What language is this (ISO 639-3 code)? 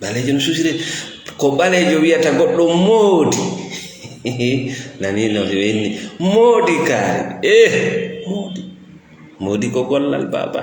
ful